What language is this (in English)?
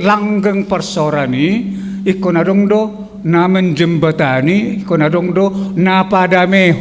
Batak Toba